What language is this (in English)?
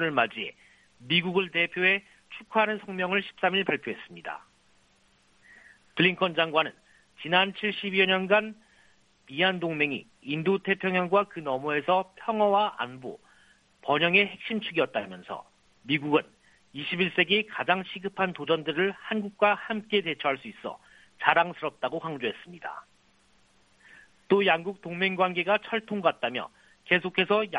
Korean